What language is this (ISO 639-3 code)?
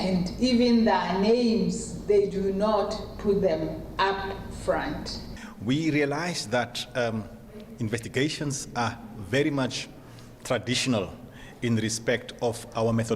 tsn